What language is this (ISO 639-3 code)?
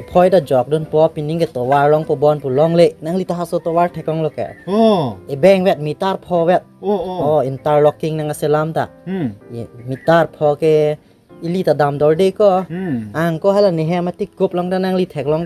mjw